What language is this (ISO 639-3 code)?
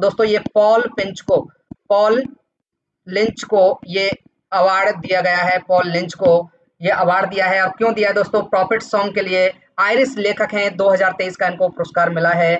hin